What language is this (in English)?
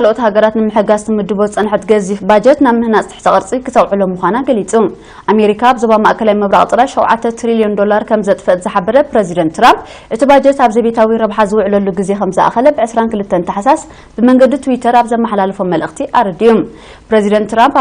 Tigrinya